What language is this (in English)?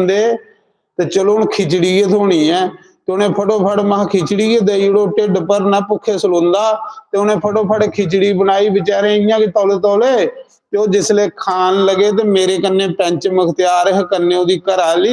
Dogri